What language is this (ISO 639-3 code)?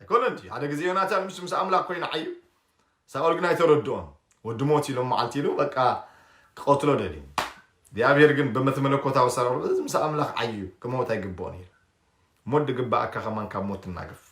tir